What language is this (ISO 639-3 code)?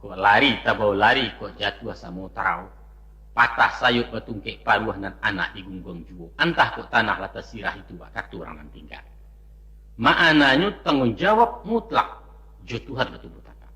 min